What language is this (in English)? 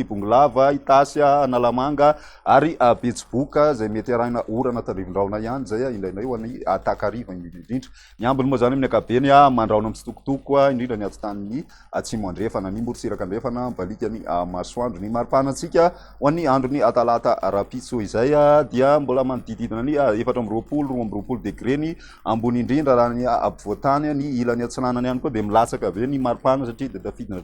Malagasy